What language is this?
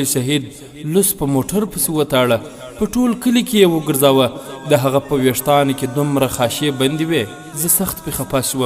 Pashto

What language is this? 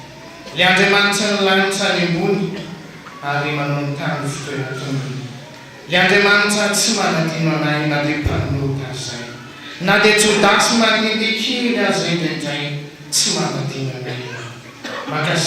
Malagasy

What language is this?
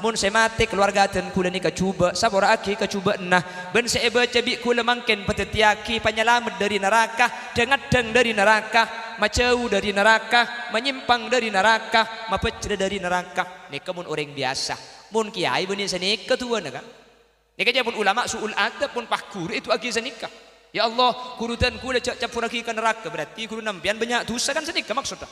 Madurese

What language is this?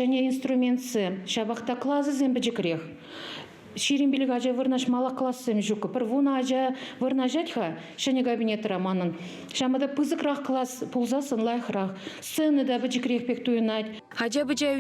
Chuvash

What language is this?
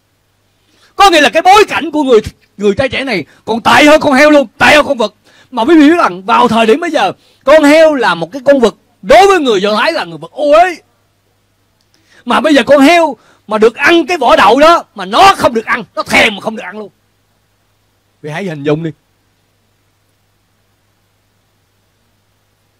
Vietnamese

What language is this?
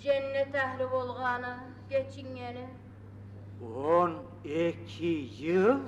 Kumyk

